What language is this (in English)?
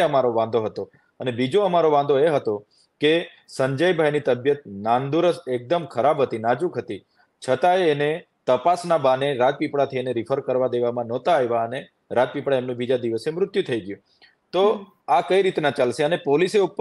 Gujarati